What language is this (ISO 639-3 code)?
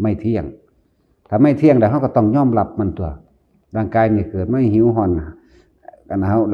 tts